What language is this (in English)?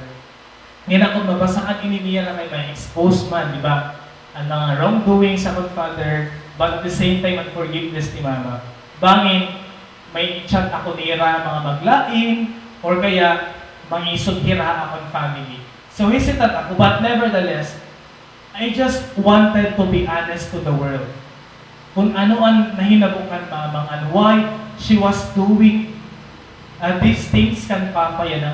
Waray